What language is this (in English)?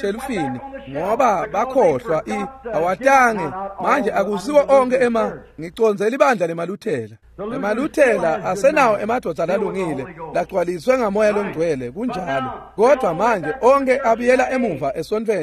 Swati